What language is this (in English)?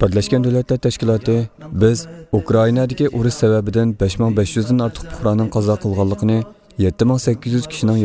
Uyghur